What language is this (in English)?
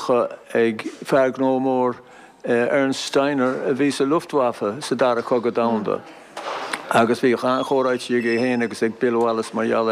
Irish